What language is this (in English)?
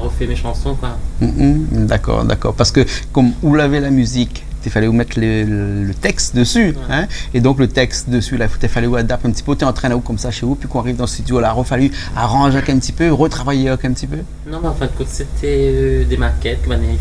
Réunion Creole French